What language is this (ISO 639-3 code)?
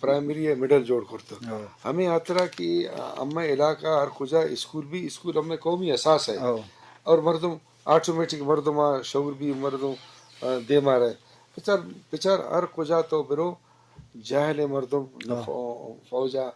bgp